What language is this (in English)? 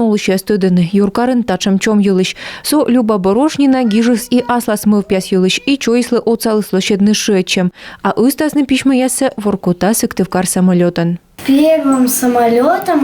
Komi